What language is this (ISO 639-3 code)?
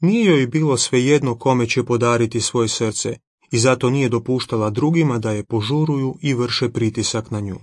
hrv